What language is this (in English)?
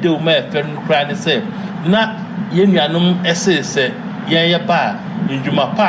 Akan